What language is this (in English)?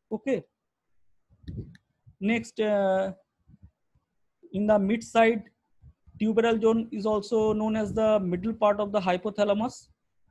English